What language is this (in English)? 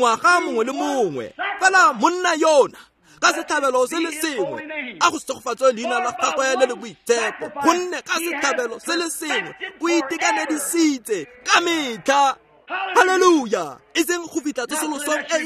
Tswana